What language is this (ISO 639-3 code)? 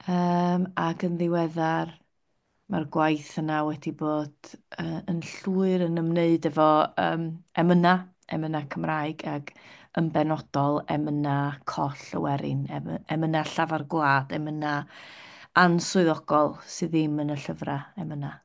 cym